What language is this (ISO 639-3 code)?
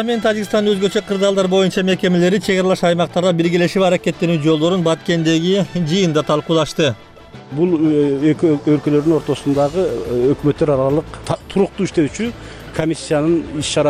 kir